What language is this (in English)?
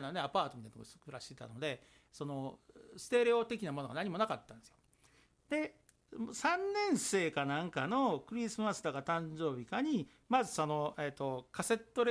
Japanese